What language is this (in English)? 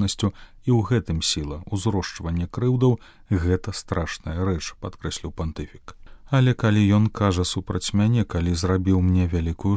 Belarusian